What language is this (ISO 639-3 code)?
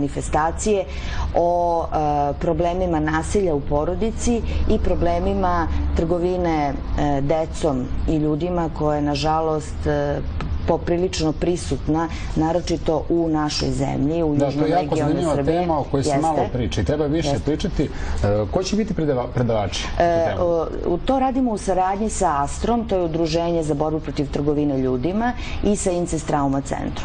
srp